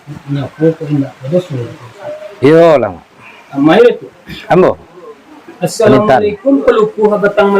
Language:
Minangkabau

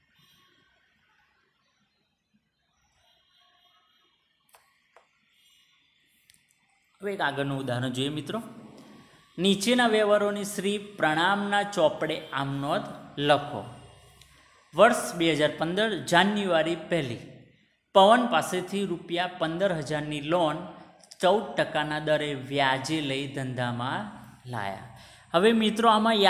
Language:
Gujarati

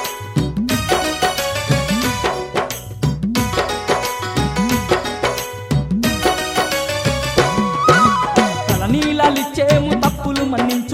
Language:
Telugu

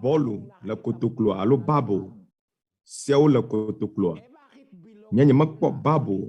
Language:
Ewe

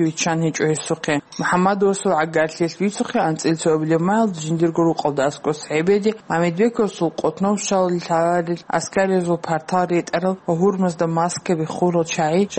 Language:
Avaric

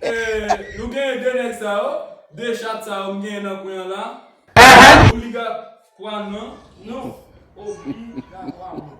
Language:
Haitian Creole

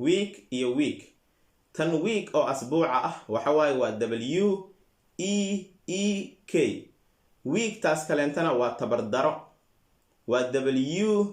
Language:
Somali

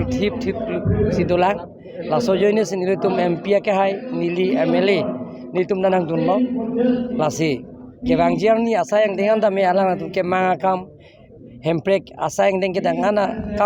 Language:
Karbi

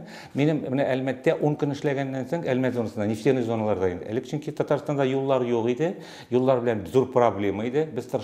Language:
Tatar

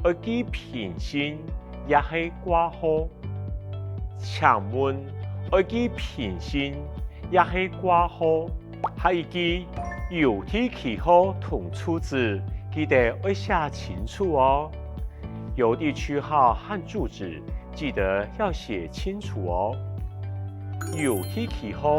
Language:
Hakka Chinese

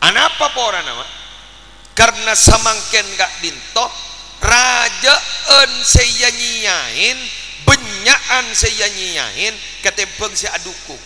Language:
Madurese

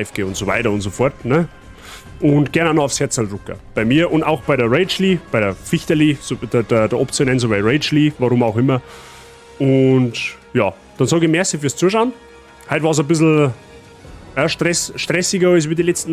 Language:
Bavarian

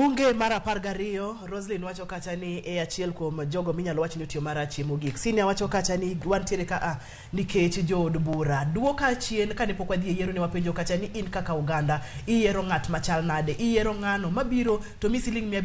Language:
Luo (Kenya and Tanzania)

